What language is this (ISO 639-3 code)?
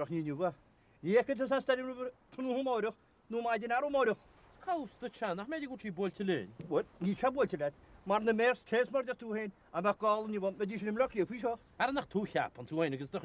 gle